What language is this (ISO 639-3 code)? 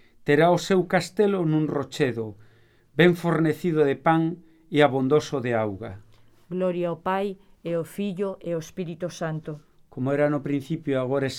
glg